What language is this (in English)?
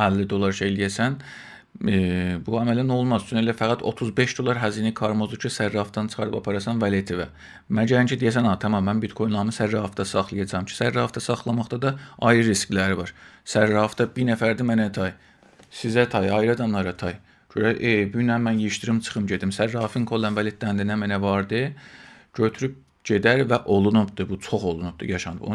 South Azerbaijani